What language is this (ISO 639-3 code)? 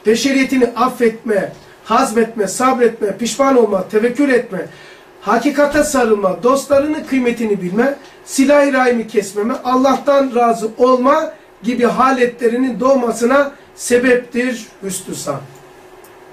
tur